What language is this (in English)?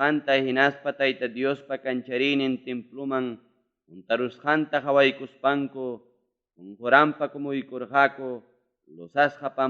Ayacucho Quechua